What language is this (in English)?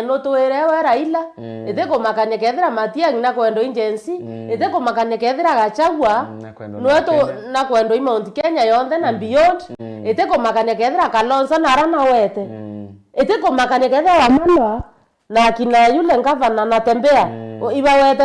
Meru